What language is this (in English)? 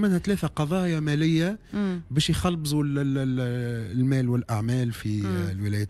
Tunisian Arabic